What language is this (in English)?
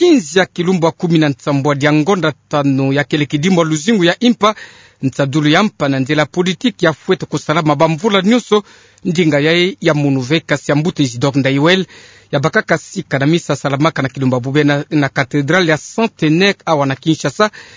Kituba (Democratic Republic of Congo)